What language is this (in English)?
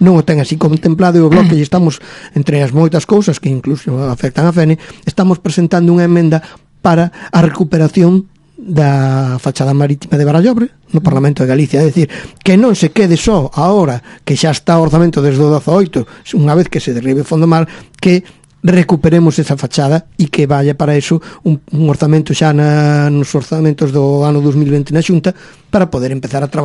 Galician